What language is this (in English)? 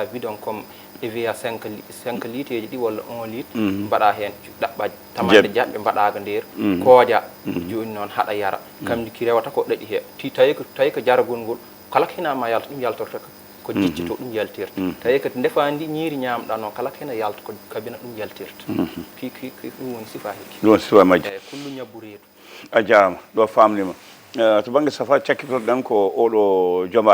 Fula